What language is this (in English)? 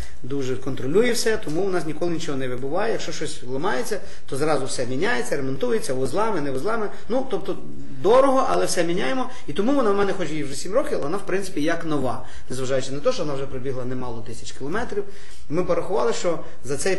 Ukrainian